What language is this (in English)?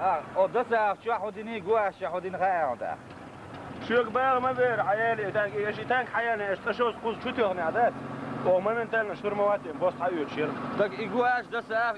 Chechen